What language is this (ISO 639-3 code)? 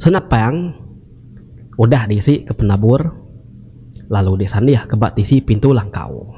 iba